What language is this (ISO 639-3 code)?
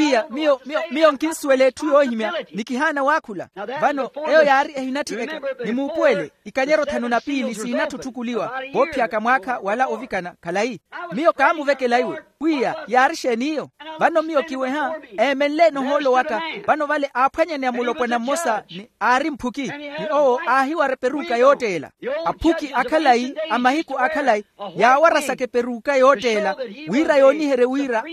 vmw